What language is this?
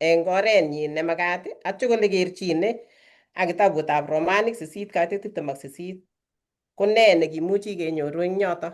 Kalenjin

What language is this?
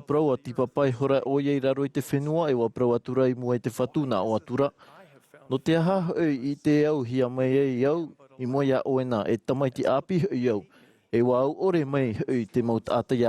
Tahitian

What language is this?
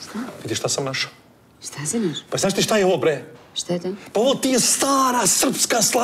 Serbian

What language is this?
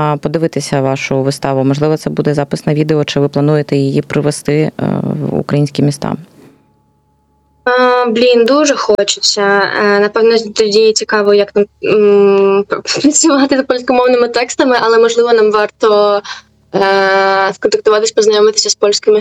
Ukrainian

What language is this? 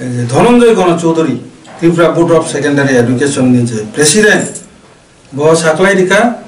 Kok Borok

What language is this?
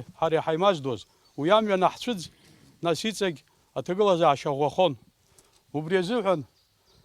Abkhazian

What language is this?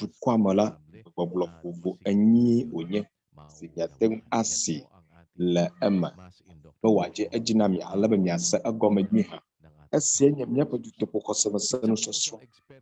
Ewe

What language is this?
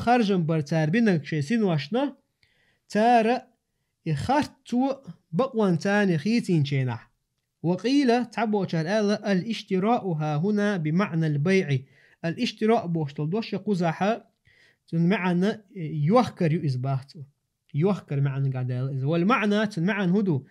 Chechen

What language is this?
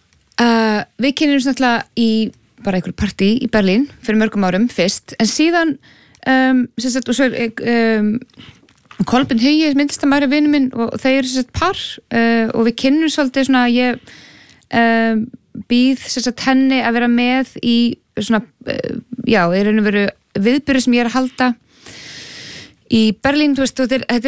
Icelandic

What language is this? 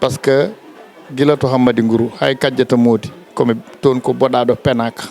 Fula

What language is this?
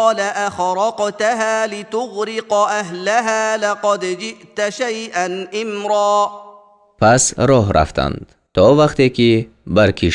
Tajik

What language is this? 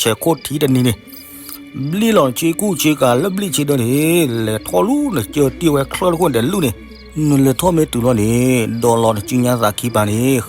S'gaw Karen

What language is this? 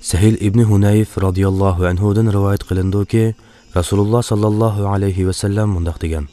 Uyghur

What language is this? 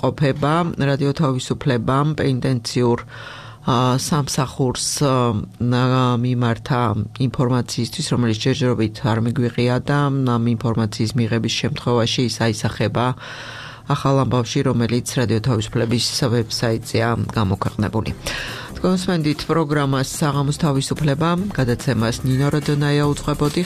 Georgian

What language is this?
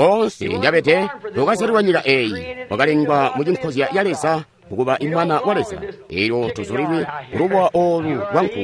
Tonga (Zambia)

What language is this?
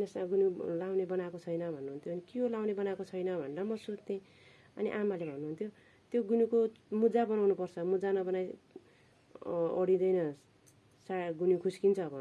Nepali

